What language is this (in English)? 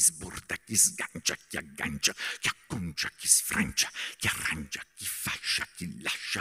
Italian